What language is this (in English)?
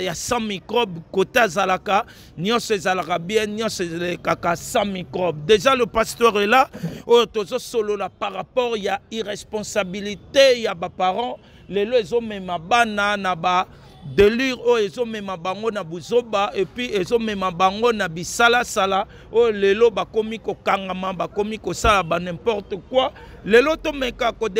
Lingala